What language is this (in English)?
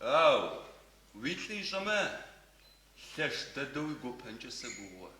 Adyghe